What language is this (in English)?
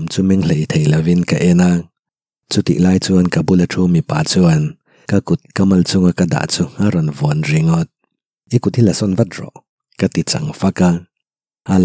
Mizo